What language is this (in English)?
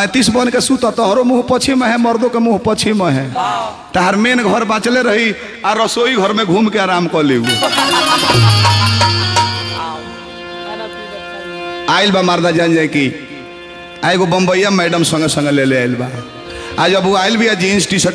Bhojpuri